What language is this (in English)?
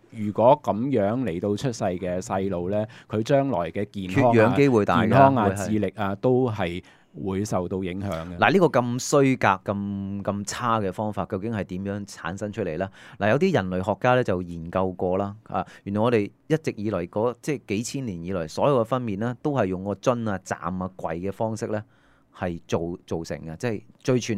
Cantonese